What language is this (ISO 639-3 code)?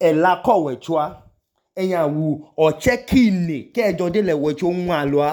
idu